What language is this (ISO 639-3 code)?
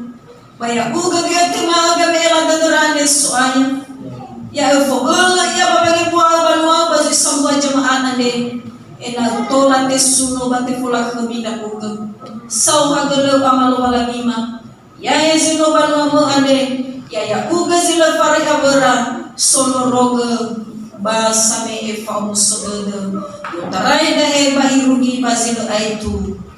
nia